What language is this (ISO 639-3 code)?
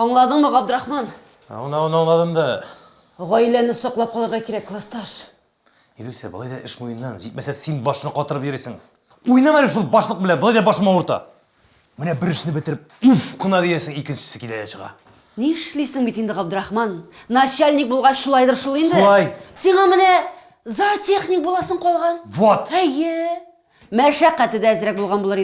tat